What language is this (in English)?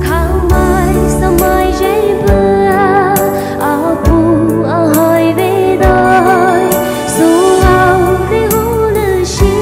Poumei Naga